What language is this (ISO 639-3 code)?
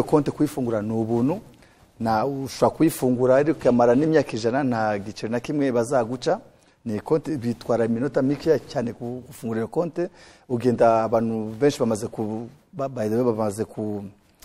kin